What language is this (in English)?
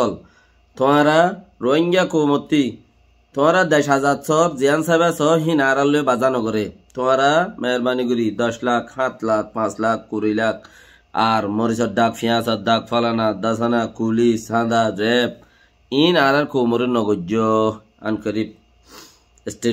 Rohingya